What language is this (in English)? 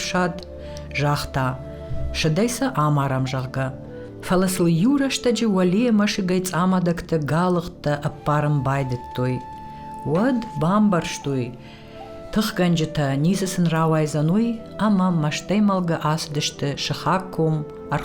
Ossetic